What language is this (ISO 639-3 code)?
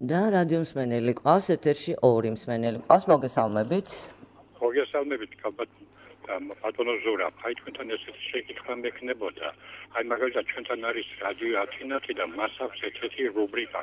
kat